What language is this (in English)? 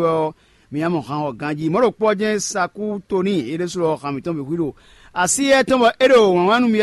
Fon